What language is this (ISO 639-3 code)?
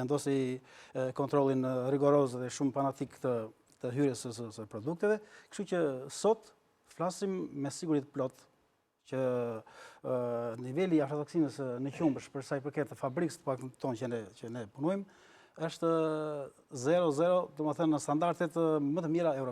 sqi